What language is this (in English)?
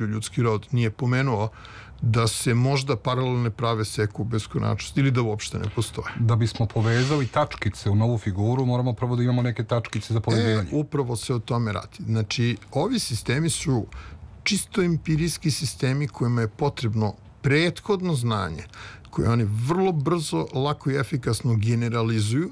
Serbian